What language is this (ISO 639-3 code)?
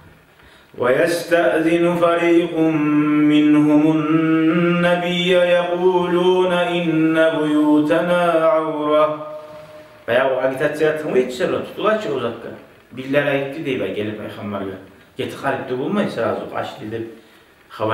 kum